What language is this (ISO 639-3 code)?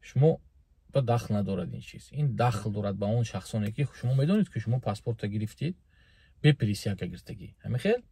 tgk